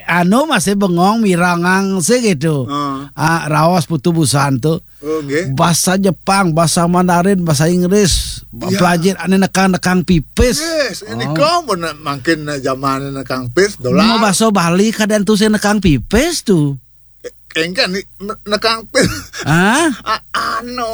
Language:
Balinese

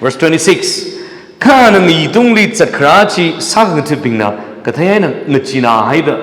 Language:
Tangkhul Naga (India)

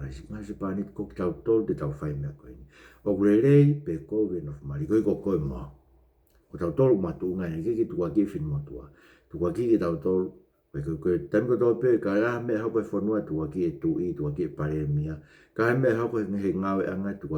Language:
Tongan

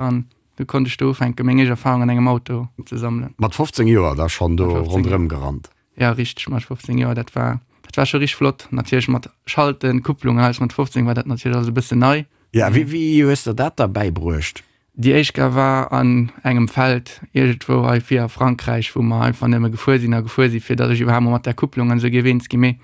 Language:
Luxembourgish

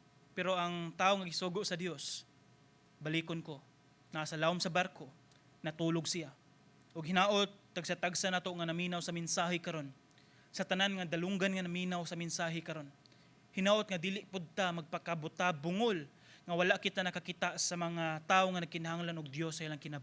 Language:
Cebuano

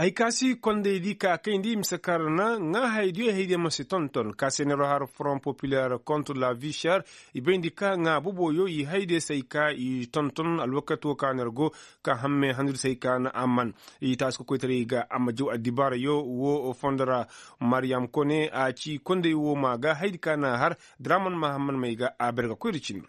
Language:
Koyraboro Senni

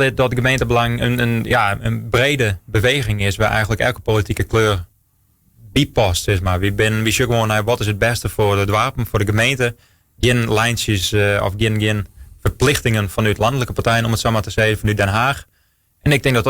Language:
Western Frisian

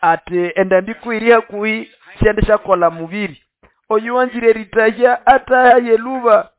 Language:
Nande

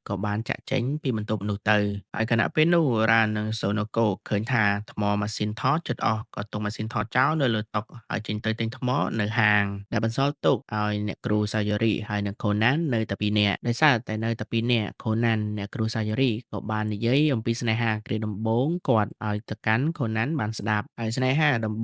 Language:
Khmer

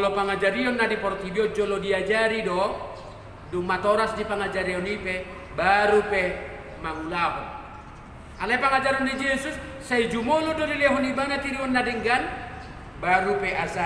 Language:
Batak Toba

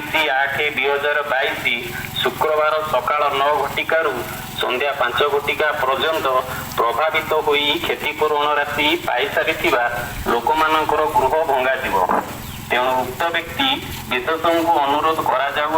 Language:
Odia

